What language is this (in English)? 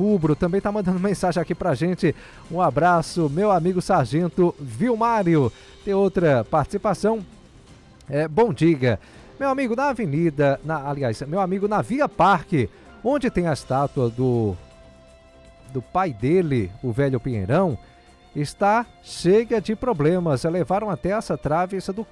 Portuguese